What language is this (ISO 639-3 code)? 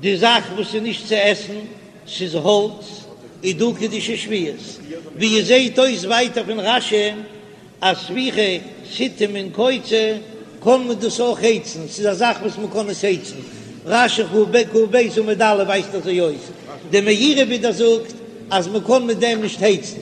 yid